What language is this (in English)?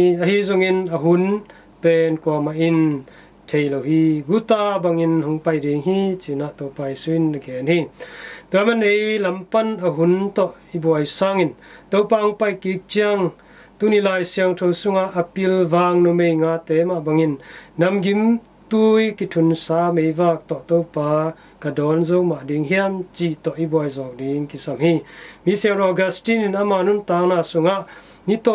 Tedim Chin